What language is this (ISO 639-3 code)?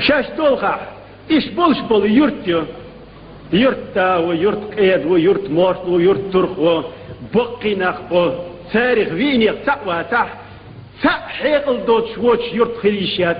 che